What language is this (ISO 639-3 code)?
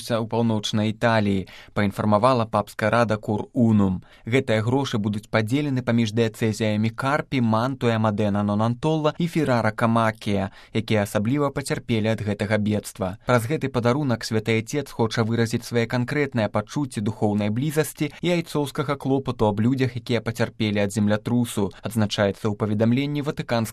bel